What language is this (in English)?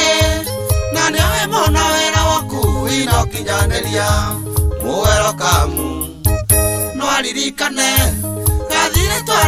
Kikuyu